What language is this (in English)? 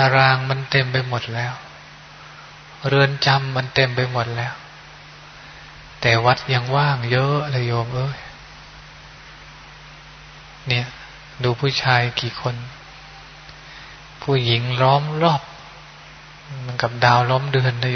Thai